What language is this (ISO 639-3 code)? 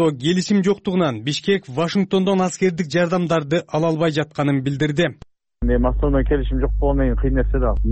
kir